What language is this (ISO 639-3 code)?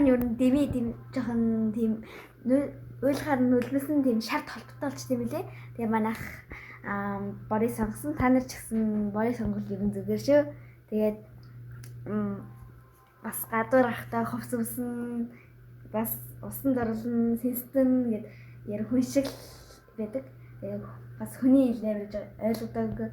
mon